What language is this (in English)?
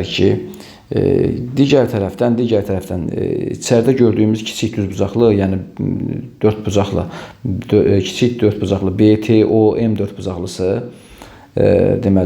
Azerbaijani